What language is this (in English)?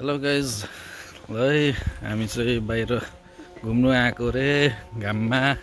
Nepali